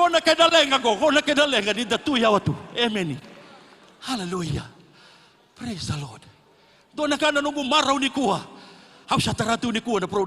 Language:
Fijian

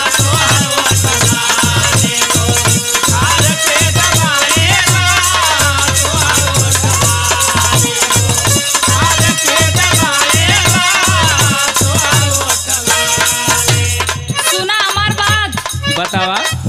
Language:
Bhojpuri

